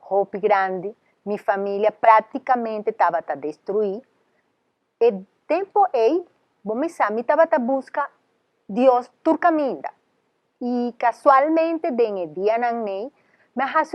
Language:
Papiamento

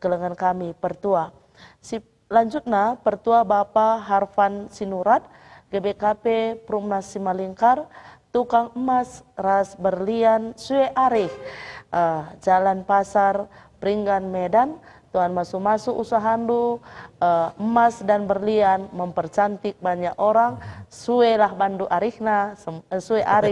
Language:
Batak Karo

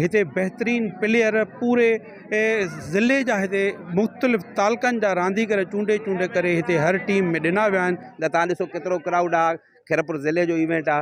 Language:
Sindhi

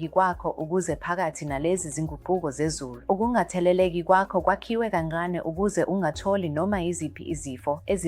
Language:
Zulu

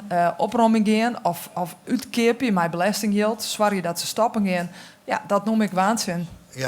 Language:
Western Frisian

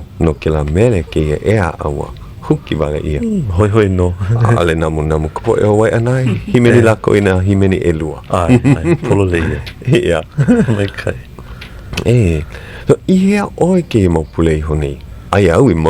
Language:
Hawaiian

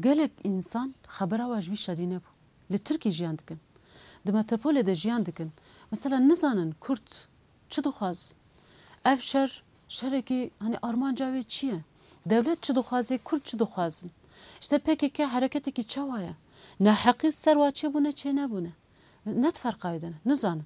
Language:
Kurdish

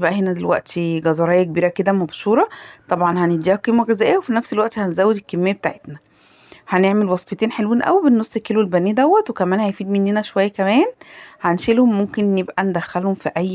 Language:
Egyptian Arabic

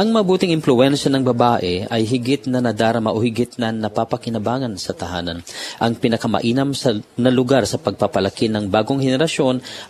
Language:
Filipino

